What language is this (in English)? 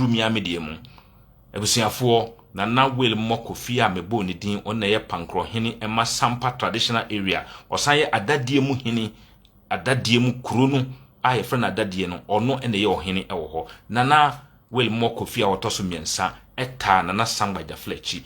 Akan